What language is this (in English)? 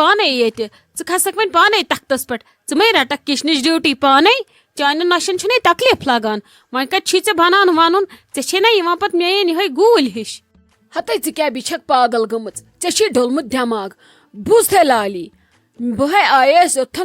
Kashmiri